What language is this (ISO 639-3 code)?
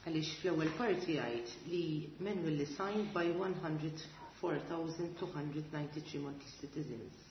mlt